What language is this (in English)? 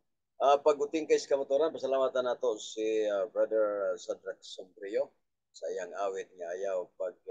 Cebuano